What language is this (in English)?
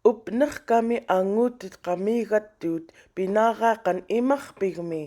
Central Yupik